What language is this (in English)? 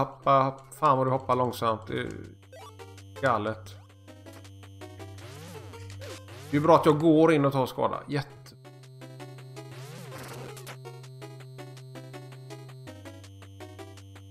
Swedish